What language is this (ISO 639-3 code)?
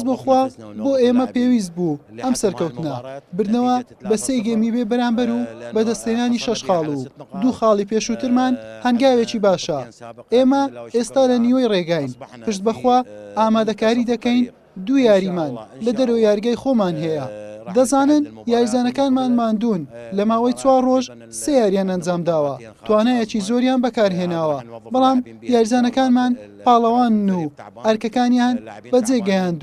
ckb